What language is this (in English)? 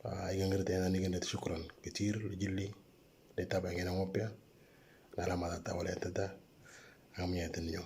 Moro